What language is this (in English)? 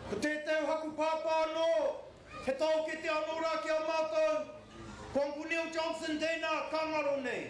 Māori